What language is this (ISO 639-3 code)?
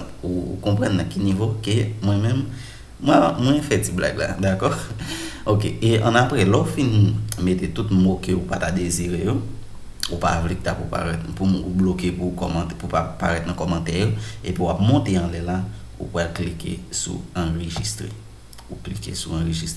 hat